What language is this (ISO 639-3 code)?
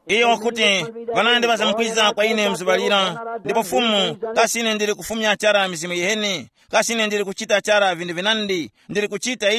tum